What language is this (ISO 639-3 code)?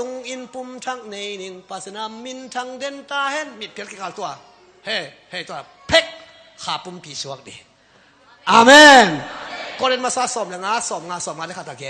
ctd